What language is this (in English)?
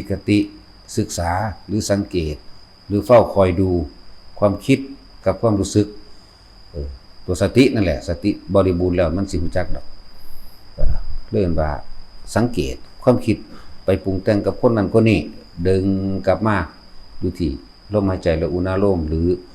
Northeastern Thai